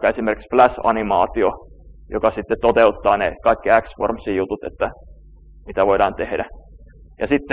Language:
Finnish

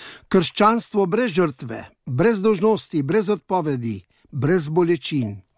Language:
Slovenian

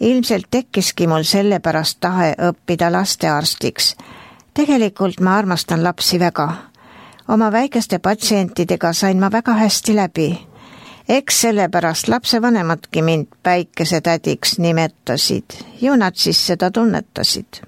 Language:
Estonian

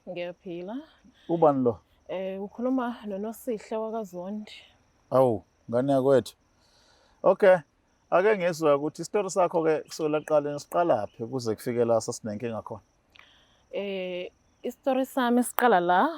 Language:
Zulu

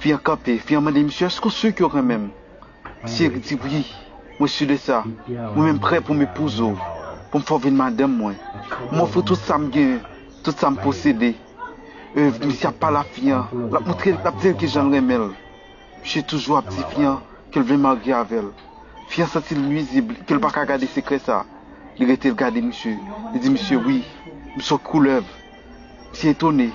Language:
Haitian Creole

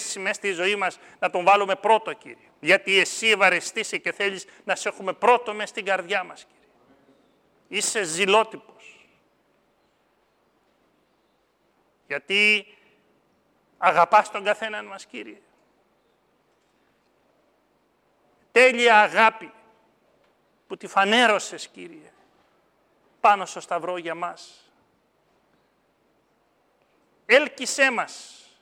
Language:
Greek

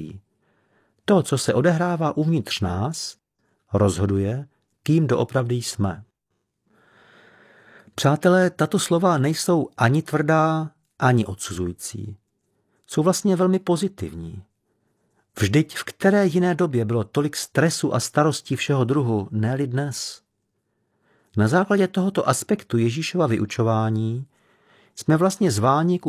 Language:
Czech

